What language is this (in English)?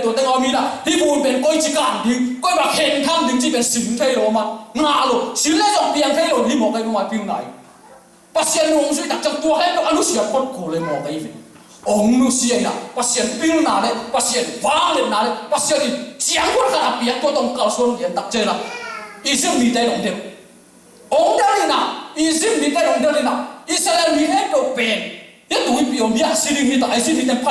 Tedim Chin